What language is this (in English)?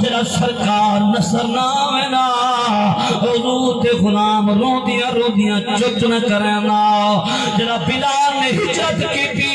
Saraiki